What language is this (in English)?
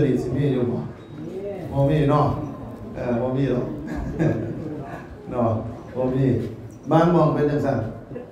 Northeastern Thai